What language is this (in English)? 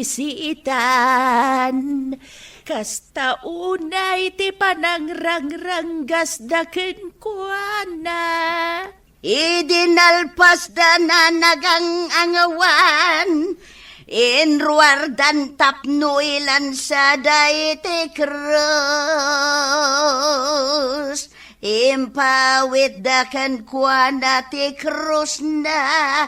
Iloko